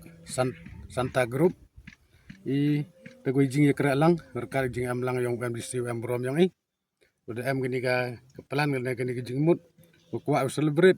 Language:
Khasi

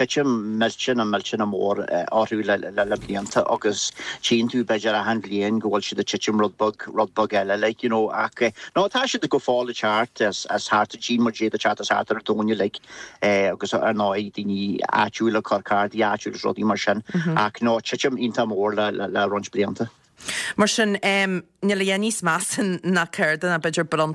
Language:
Irish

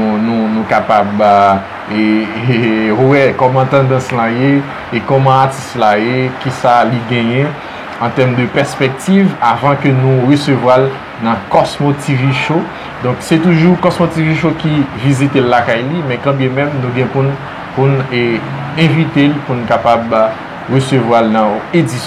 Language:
Haitian Creole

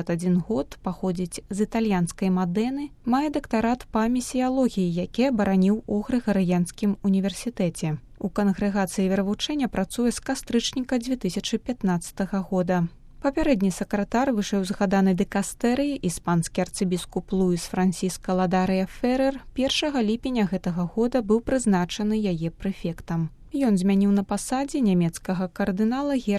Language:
Belarusian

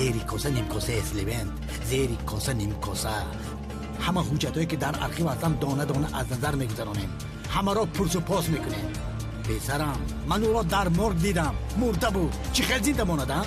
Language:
Tajik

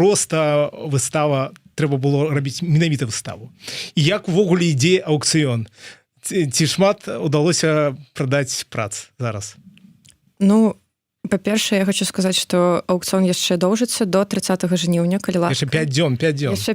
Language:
Belarusian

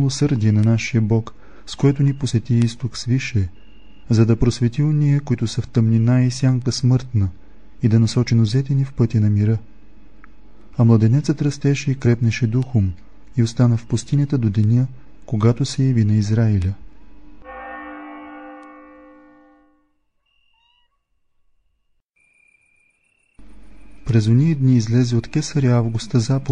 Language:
Bulgarian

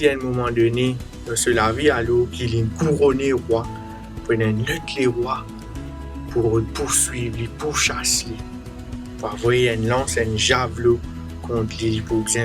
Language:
Morisyen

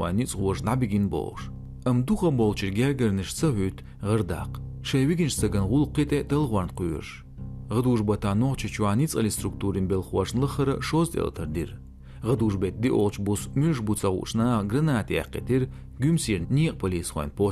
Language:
Chechen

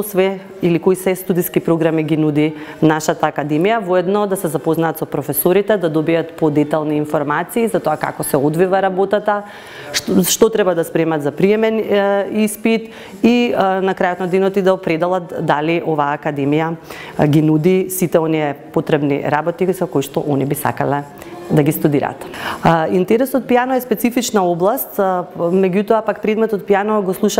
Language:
Macedonian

